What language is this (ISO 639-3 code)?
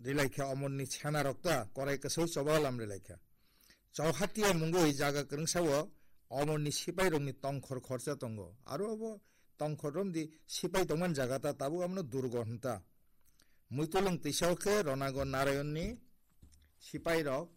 trp